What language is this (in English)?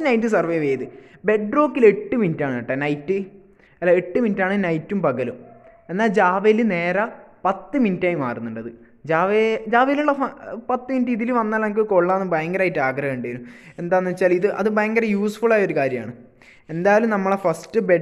Malayalam